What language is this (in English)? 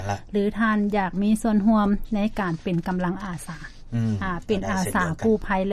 Lao